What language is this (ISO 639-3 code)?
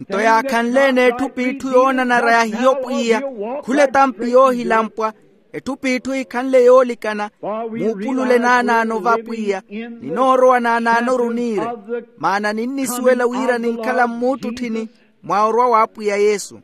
vmw